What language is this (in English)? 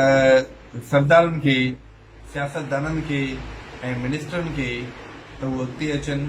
Sindhi